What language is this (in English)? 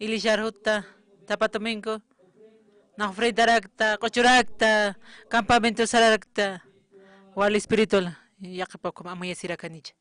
Aymara